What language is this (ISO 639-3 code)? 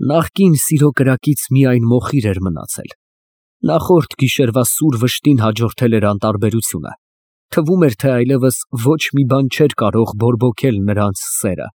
hye